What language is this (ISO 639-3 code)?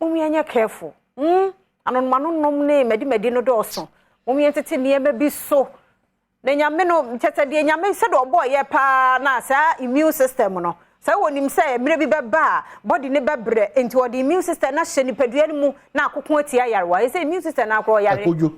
aka